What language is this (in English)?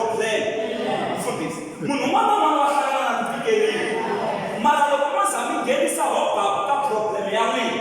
Tsonga